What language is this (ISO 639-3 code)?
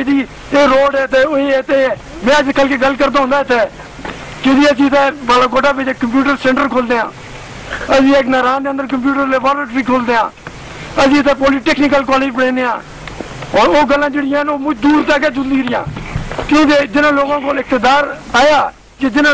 urd